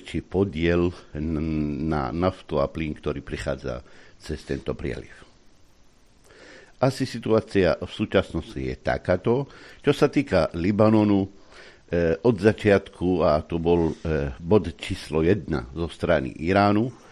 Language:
Slovak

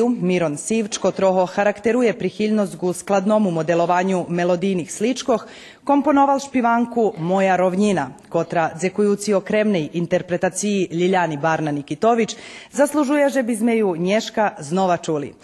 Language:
Rusyn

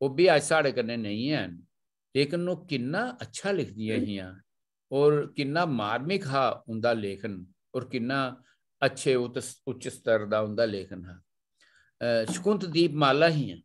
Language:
Dogri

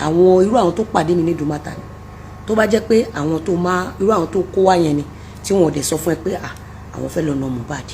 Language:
Yoruba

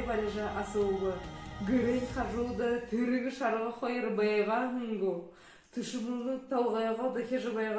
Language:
Buriat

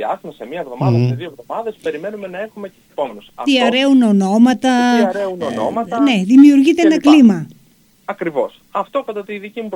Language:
Greek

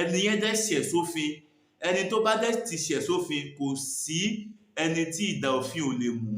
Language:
Yoruba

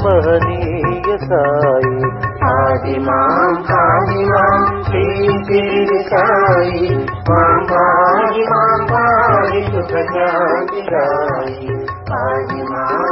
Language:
Telugu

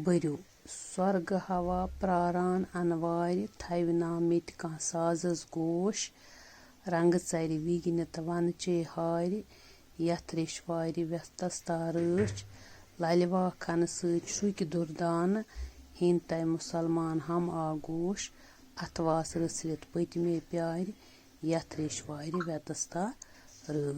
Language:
Kashmiri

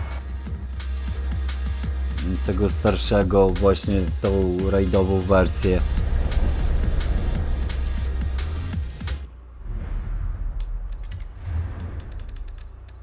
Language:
Polish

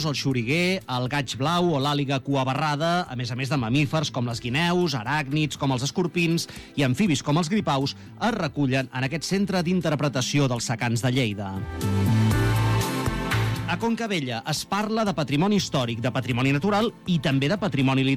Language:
Catalan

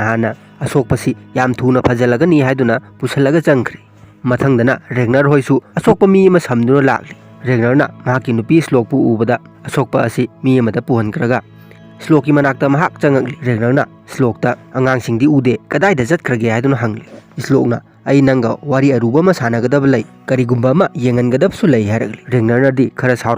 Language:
Manipuri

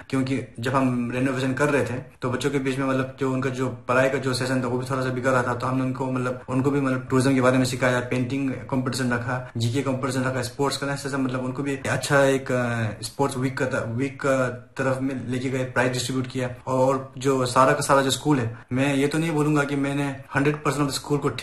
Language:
Hindi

